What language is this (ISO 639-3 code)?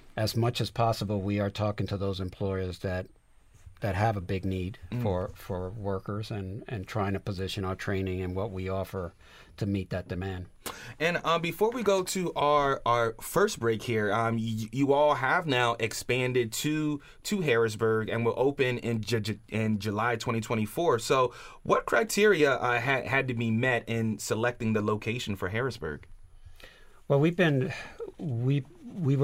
eng